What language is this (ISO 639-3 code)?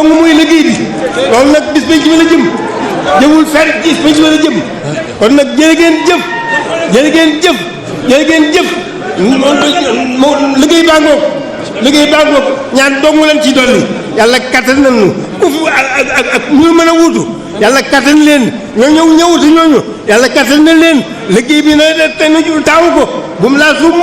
wol